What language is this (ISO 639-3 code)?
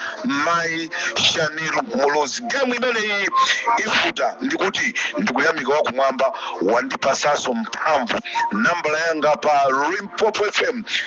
nya